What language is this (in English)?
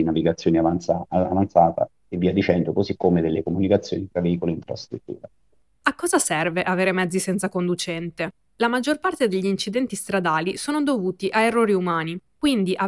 Italian